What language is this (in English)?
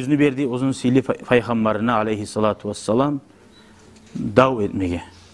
Kumyk